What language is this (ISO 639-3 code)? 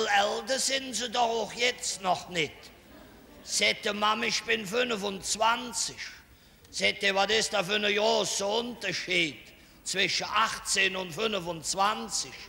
ksh